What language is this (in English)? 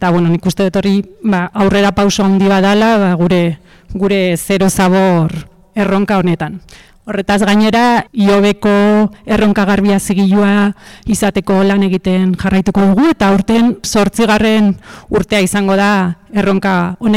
Basque